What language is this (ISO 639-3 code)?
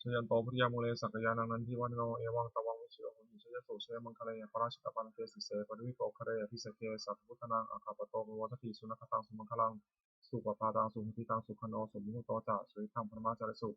pli